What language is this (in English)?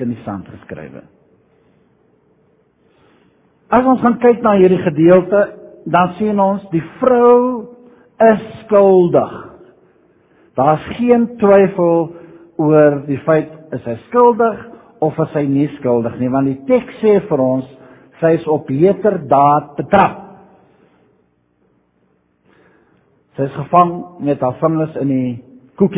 Afrikaans